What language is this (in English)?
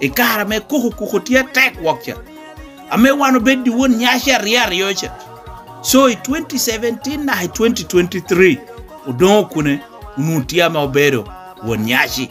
Lango (Uganda)